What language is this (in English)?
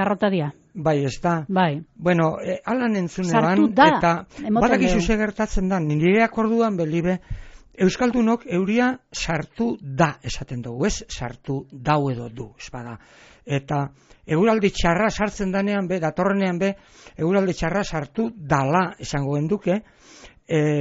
Basque